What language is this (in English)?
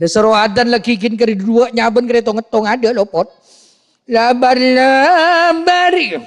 Madurese